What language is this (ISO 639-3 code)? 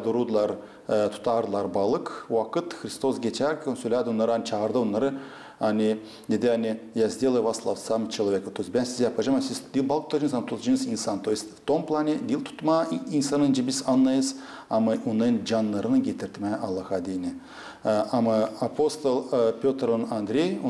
gag